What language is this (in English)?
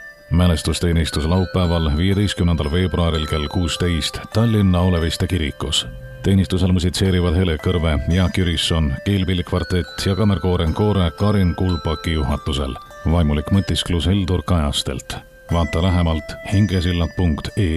Estonian